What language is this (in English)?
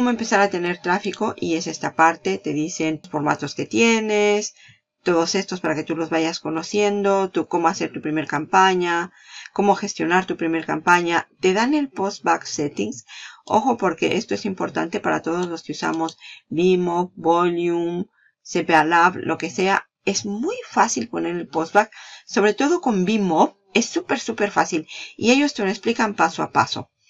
Spanish